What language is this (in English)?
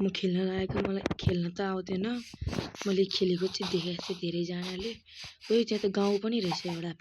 Nepali